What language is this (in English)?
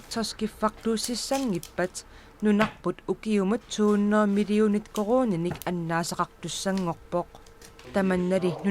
Kalaallisut